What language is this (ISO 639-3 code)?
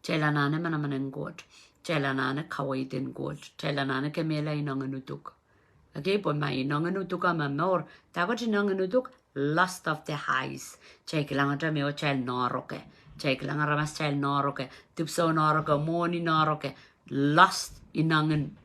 pon